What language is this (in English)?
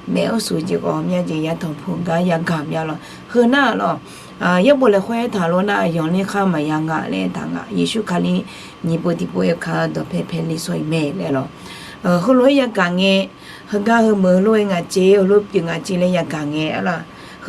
Akha